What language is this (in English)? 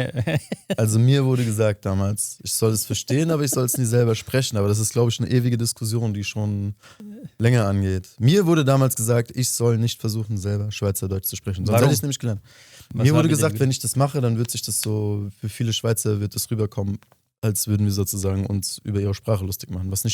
Swiss German